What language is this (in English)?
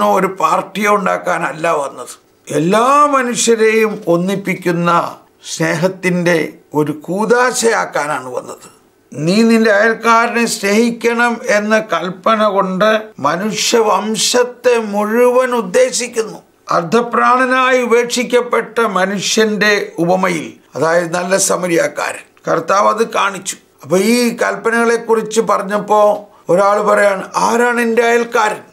Malayalam